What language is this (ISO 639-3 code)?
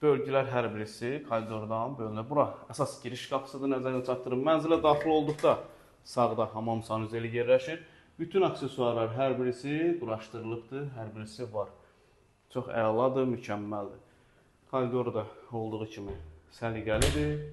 aze